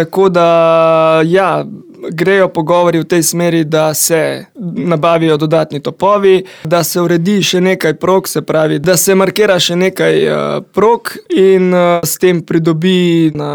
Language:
Slovenian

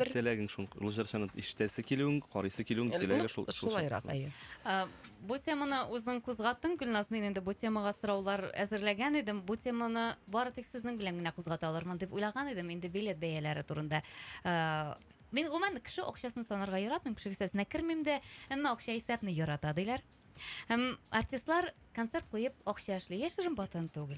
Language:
Tatar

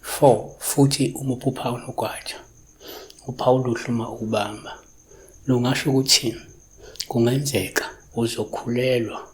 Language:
Zulu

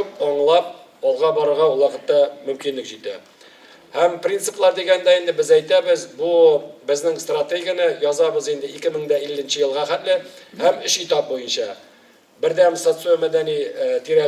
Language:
Tatar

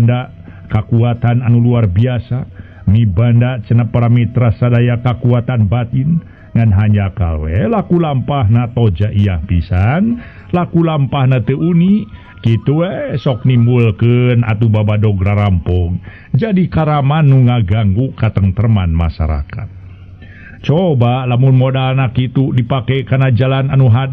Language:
Sundanese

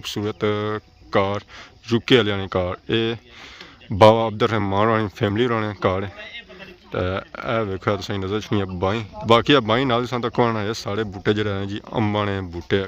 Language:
Pahari-Potwari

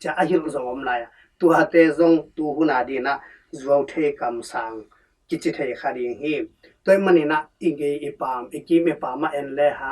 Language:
Tedim Chin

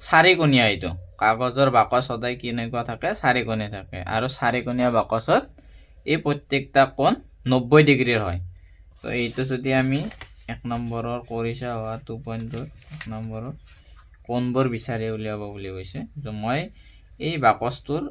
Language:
Assamese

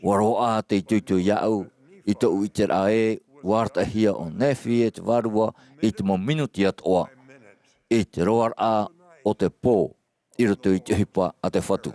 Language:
Tahitian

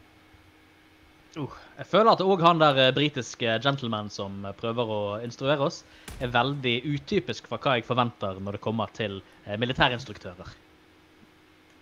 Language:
Norwegian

